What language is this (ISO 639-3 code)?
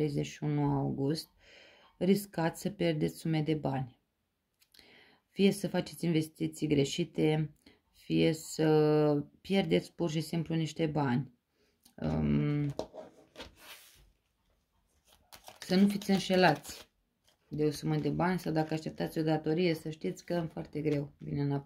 ron